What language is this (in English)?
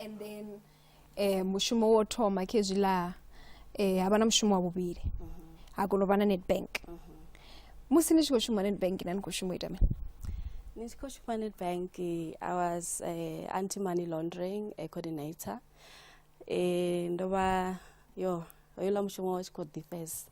Venda